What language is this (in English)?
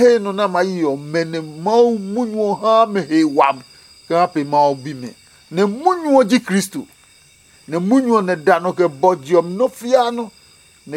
Adangme